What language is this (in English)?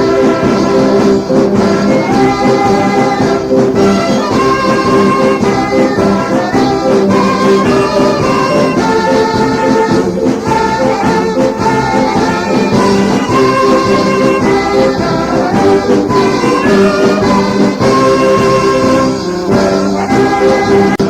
Manado Malay